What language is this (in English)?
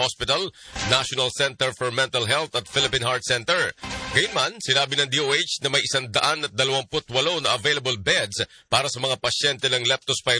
Filipino